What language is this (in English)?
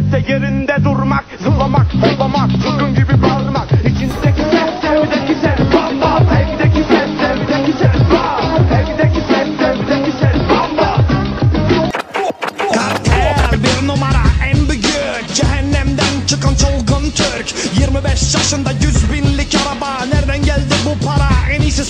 Turkish